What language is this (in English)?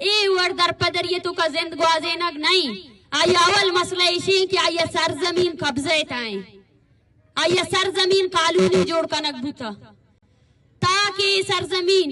Eastern Balochi